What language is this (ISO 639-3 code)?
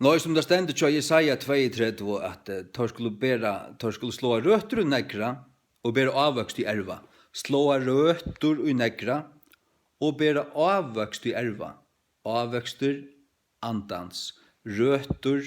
fao